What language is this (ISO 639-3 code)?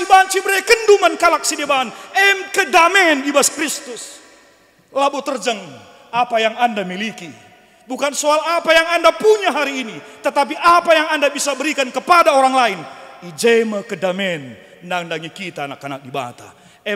btx